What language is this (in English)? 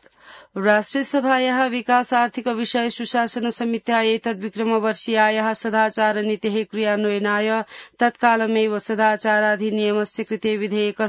Sanskrit